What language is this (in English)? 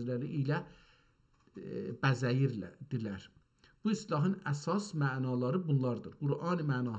South Azerbaijani